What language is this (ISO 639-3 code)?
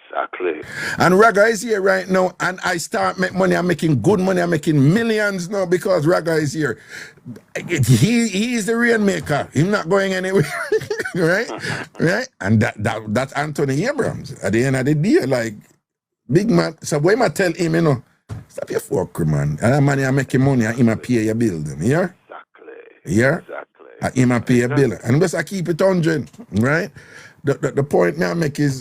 jam